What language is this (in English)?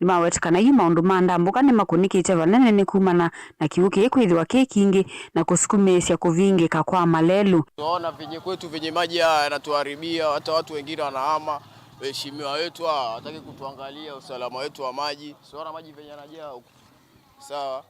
Kamba